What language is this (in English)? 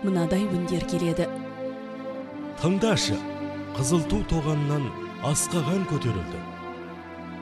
Kazakh